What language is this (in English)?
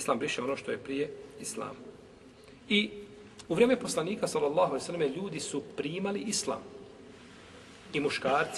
Bosnian